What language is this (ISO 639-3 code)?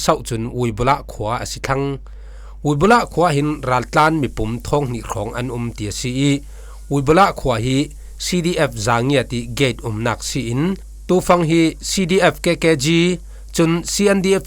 cfm